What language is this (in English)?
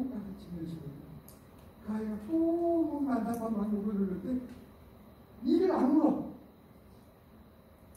Korean